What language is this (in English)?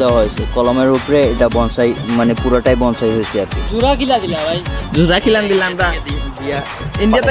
Sylheti